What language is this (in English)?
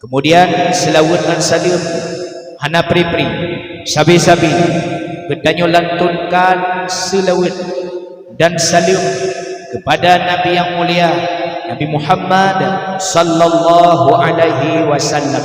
Achinese